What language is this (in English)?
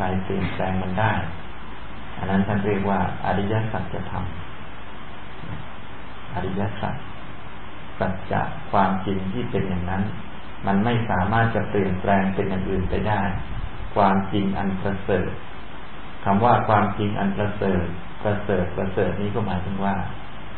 Thai